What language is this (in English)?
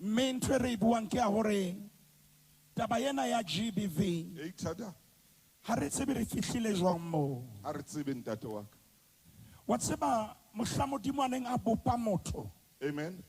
Southern Sotho